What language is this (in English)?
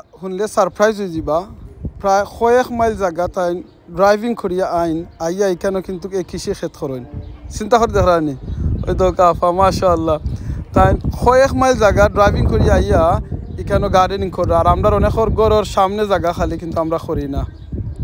Sylheti